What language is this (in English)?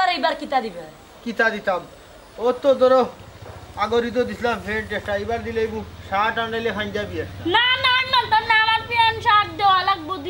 Sylheti